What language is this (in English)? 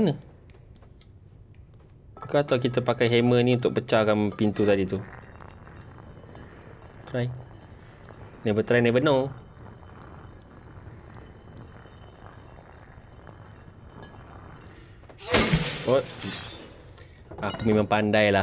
Malay